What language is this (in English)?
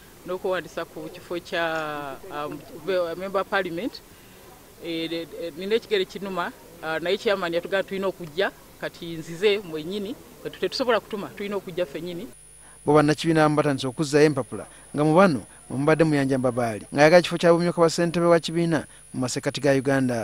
Ganda